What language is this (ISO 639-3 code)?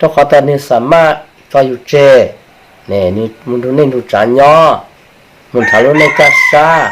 hmn